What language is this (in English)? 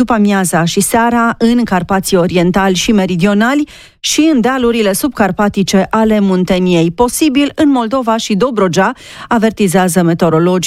Romanian